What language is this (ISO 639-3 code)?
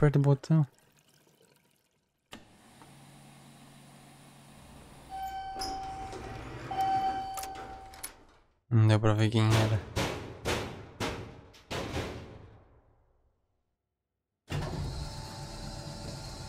por